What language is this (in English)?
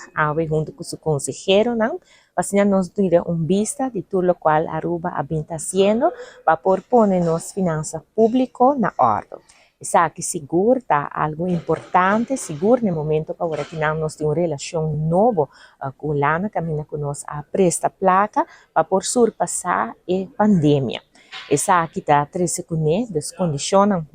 Papiamento